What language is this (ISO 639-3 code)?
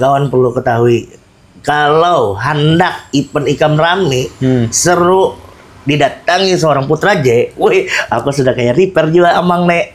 bjn